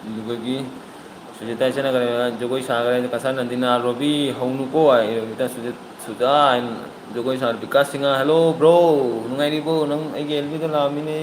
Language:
Manipuri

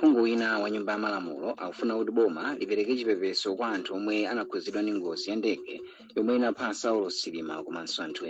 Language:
Nyanja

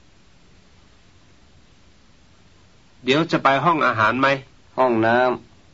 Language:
Thai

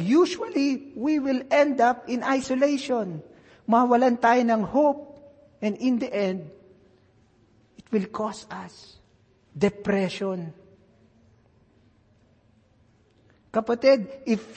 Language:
Filipino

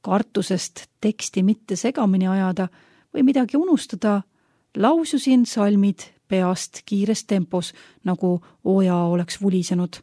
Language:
Estonian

